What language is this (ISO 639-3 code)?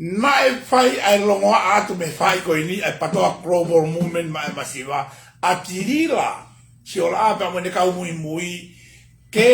ton